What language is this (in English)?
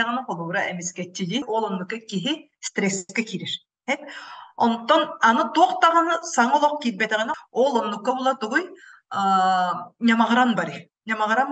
Yakut